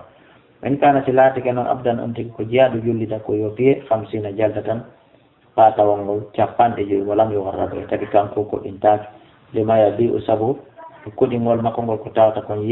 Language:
Fula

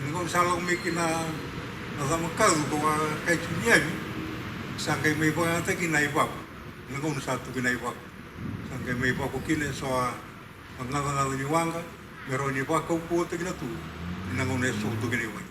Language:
Fijian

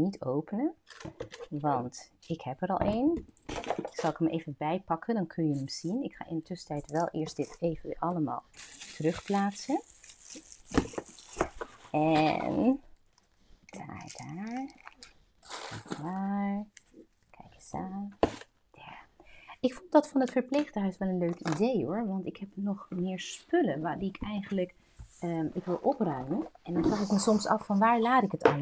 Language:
Dutch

